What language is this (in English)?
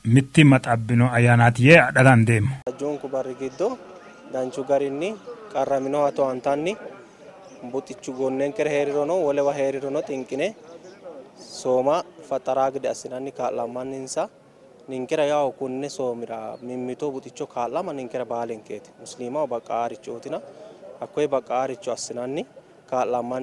Sidamo